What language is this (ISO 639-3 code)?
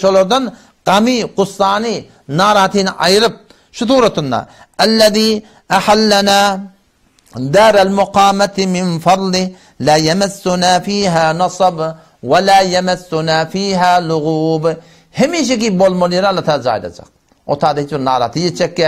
tuk